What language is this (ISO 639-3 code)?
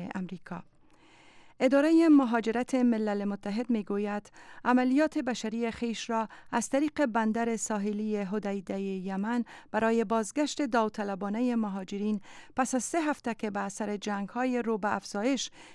fas